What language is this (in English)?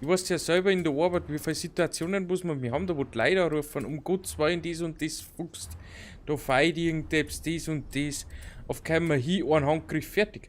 Bavarian